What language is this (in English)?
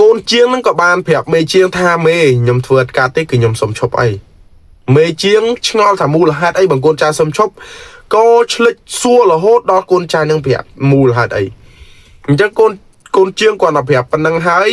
Khmer